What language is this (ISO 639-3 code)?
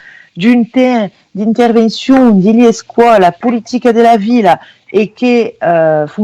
oci